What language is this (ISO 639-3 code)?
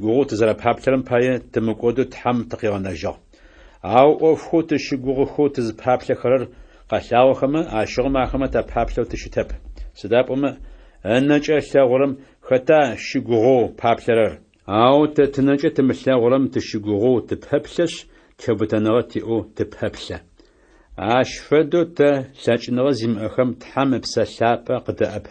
ady